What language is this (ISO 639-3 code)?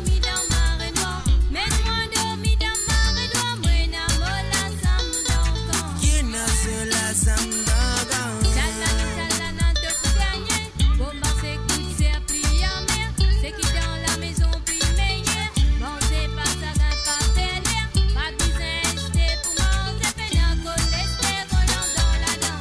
mfe